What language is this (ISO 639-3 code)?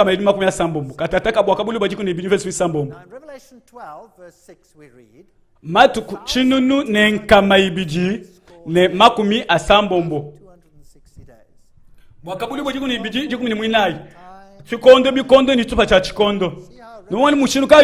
lua